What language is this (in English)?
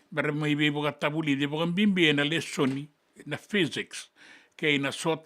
Fijian